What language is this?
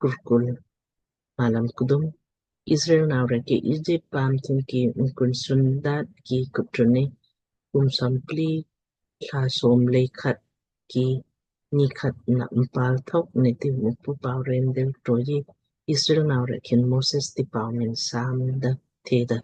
Lamkang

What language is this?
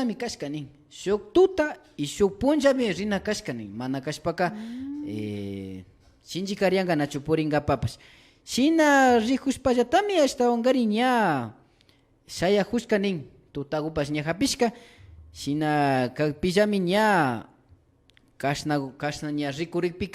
Imbabura Highland Quichua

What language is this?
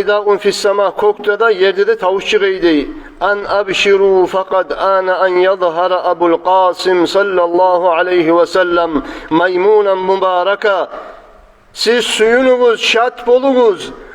Kumyk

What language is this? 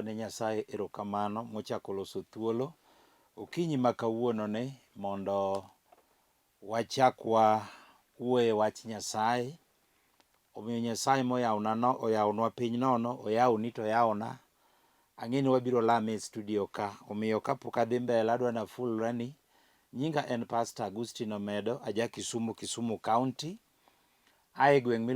Luo (Kenya and Tanzania)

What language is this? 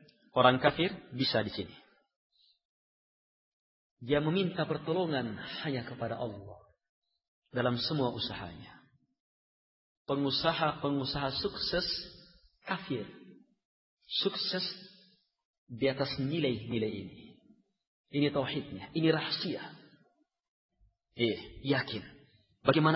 Indonesian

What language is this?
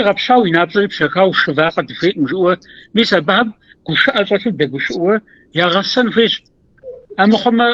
Kabardian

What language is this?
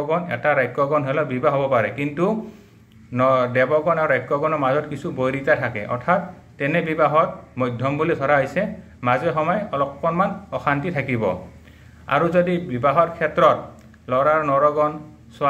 Assamese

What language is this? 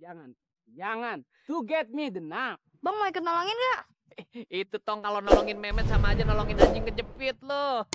Betawi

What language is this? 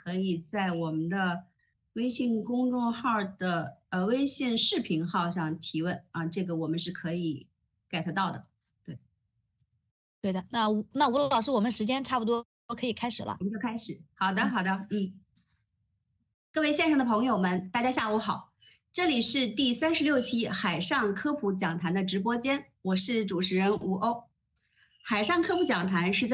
Chinese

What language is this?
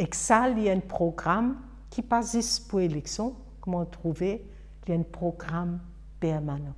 Morisyen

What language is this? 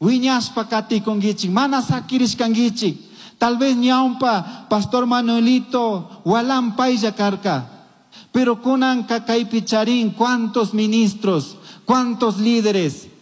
Chimborazo Highland Quichua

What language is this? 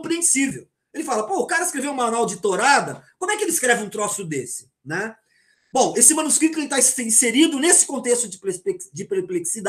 Portuguese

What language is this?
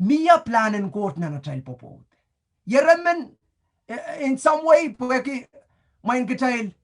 Pohnpeian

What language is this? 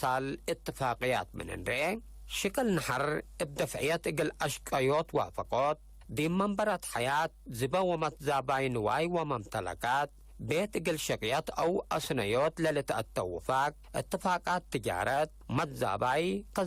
Tigre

